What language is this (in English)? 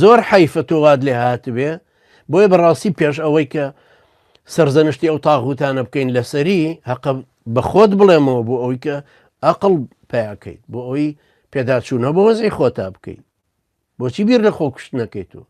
Central Kurdish